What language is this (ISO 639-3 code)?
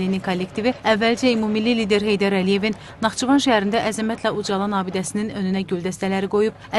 aze